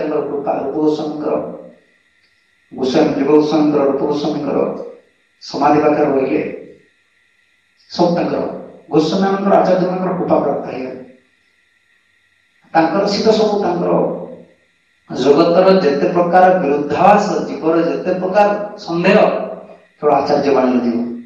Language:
Odia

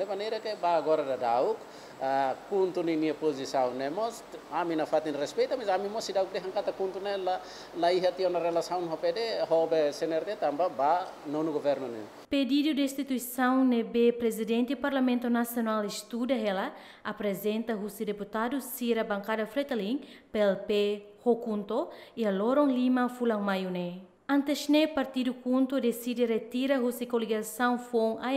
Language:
Tetum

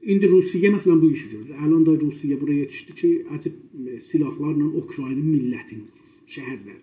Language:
South Azerbaijani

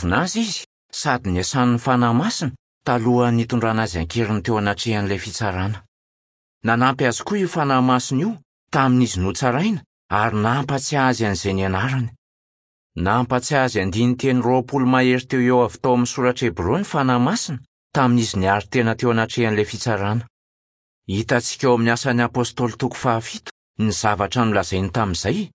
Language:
Malagasy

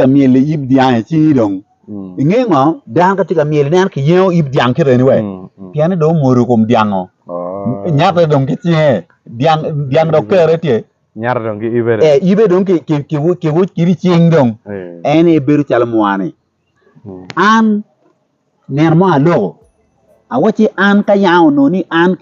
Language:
Acoli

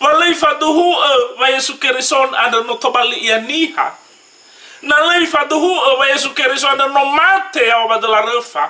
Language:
Nias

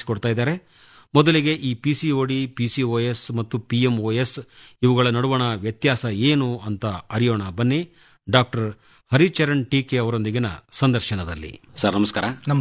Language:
Kannada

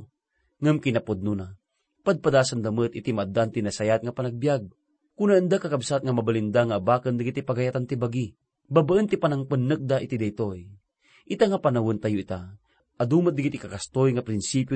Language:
Iloko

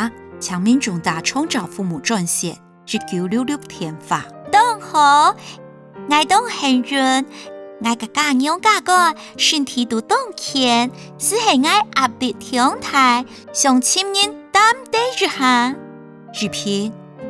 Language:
Hakka Chinese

